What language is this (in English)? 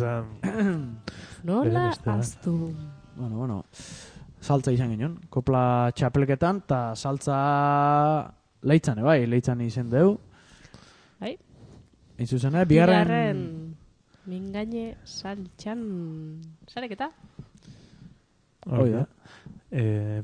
Basque